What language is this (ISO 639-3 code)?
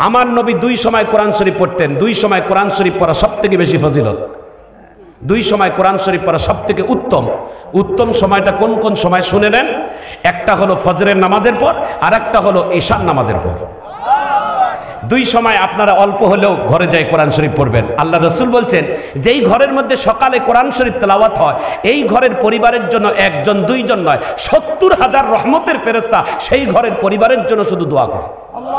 ben